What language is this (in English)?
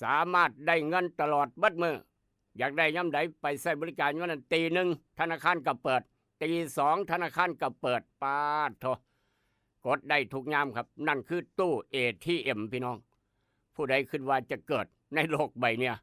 Northeastern Thai